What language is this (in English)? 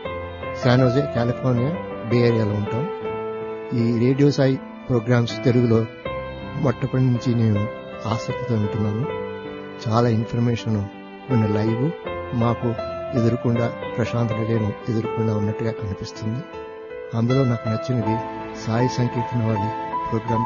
Telugu